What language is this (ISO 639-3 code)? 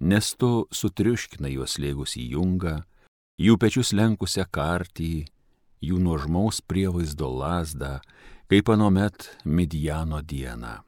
lit